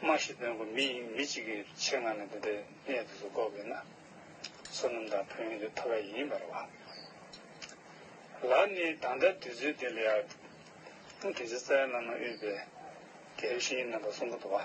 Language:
Tibetan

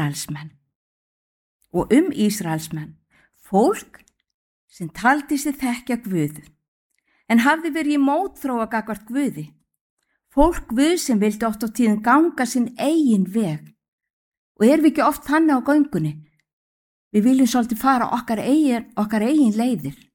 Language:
Icelandic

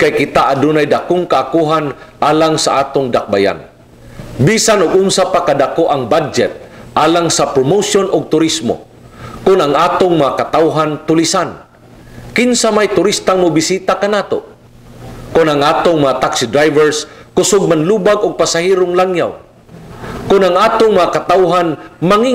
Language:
Cebuano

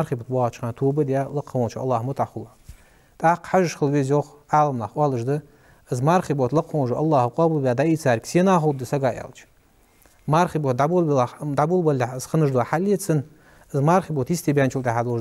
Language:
Ingush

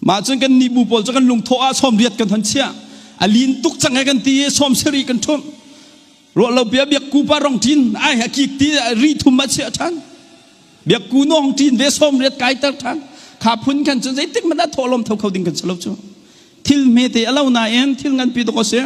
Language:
Hakha Chin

